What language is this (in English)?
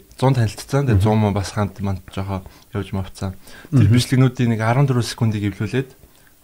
Mongolian